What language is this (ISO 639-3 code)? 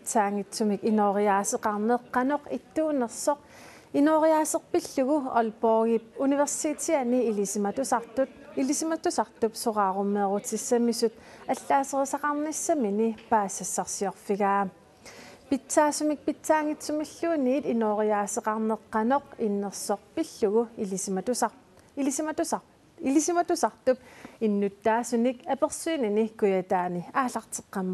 kal